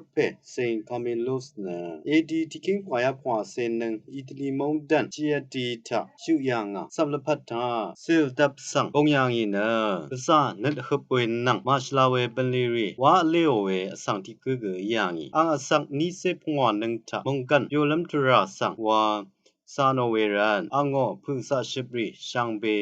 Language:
Rawang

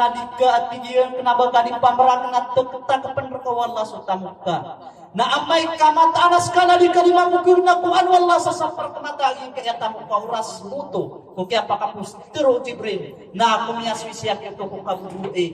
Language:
Maranao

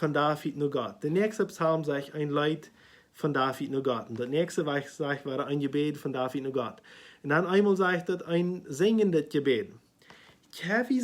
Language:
Plautdietsch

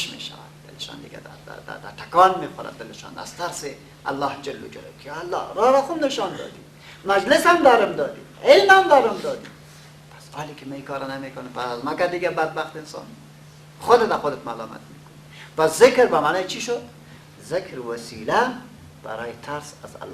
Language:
Persian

